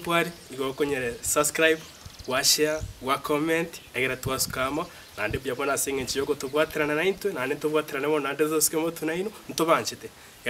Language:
Gusii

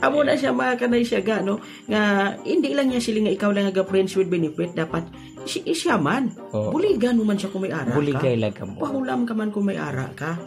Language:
Hiligaynon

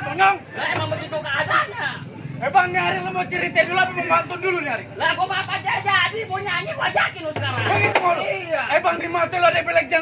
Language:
Betawi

